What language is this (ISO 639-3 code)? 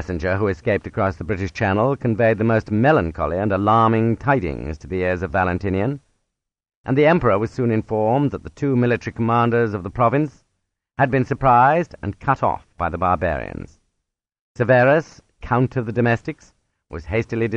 eng